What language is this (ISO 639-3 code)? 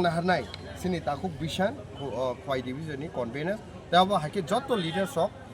trp